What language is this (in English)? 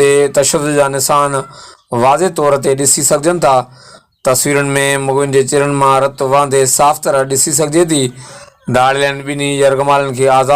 Sindhi